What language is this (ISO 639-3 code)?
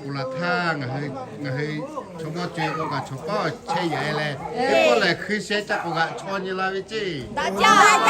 lhu